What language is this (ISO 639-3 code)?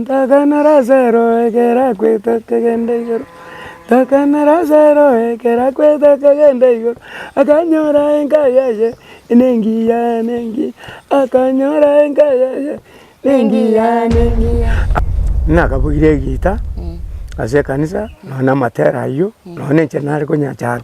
guz